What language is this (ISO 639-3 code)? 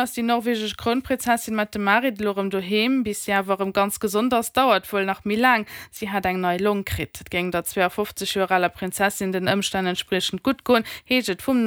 ltz